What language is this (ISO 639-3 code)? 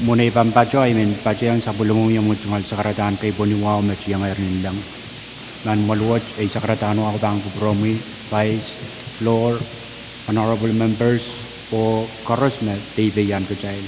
pon